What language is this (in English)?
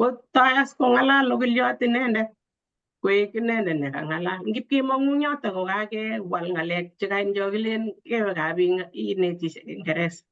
Kalenjin